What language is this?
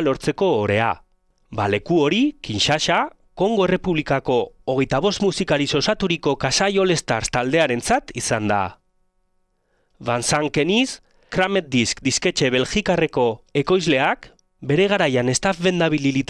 Basque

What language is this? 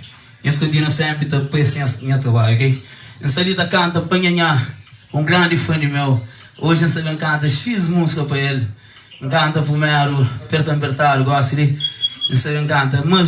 Kabuverdianu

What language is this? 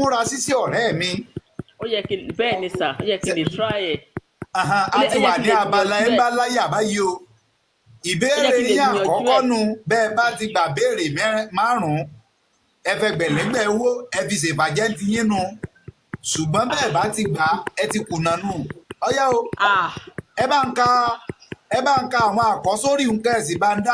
Yoruba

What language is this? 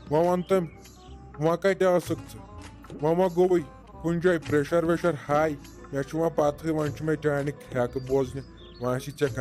Kashmiri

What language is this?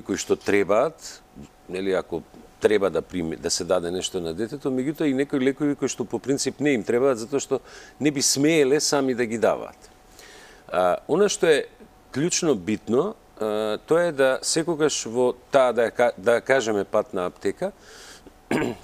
Macedonian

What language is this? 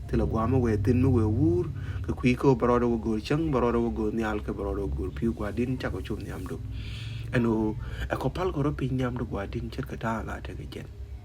Nuer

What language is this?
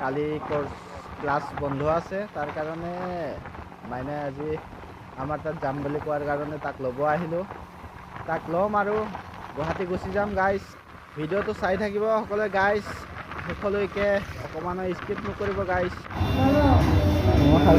Assamese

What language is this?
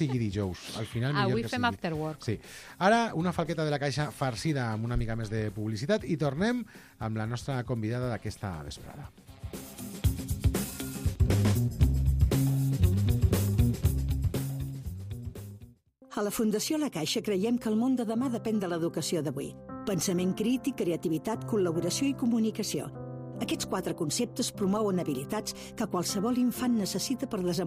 Catalan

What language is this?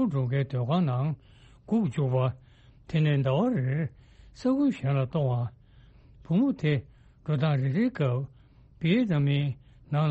Tibetan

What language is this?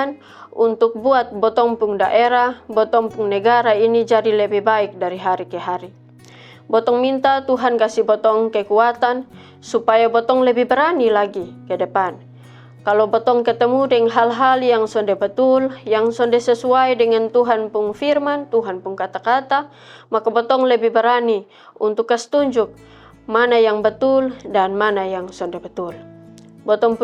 Kupang Malay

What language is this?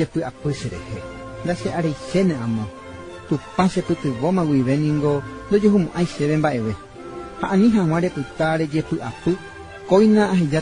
Guarani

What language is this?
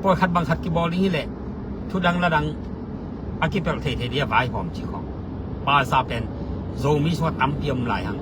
Tedim Chin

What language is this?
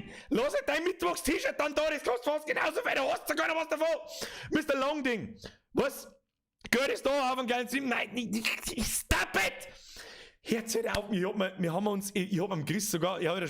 Bavarian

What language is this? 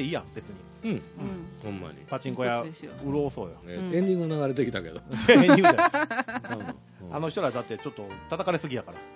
Japanese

